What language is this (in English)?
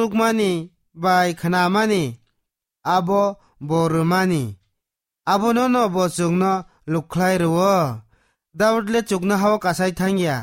Kok Borok